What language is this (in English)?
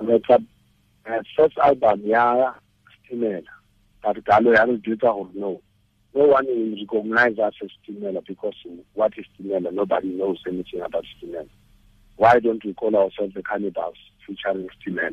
Tswana